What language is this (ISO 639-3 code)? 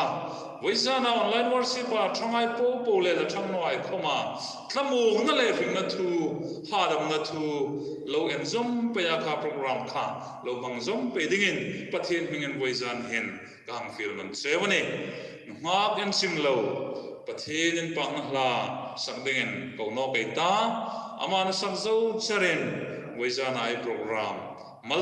hmr